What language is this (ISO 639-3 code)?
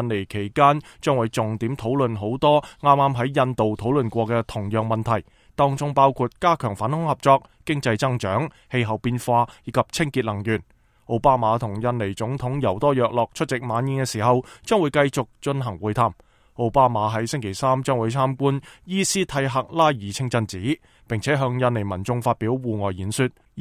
yue